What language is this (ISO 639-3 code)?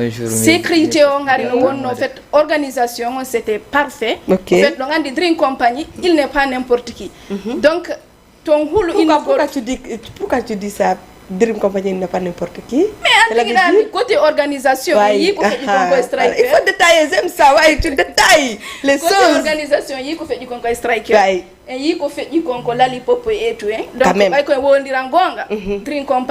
ful